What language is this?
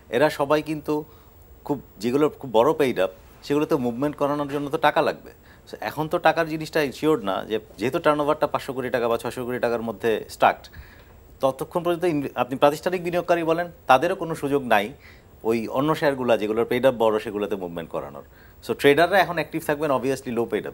Bangla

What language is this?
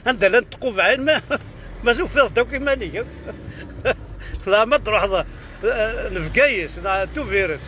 Kabyle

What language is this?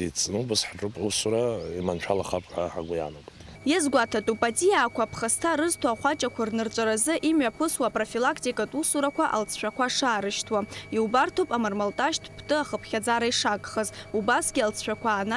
Abkhazian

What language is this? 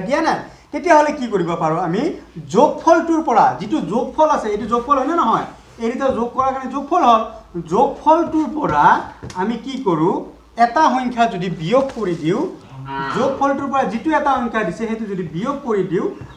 Assamese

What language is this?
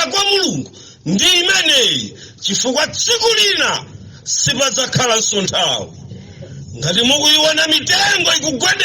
Nyanja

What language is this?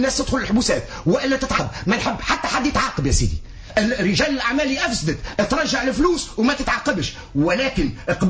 Tunisian Arabic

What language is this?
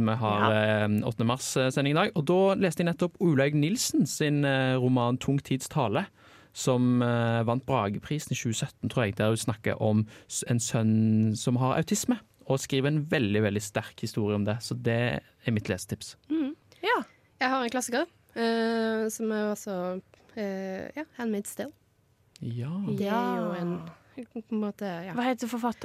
Norwegian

